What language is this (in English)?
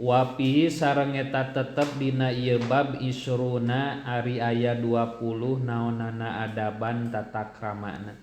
Sundanese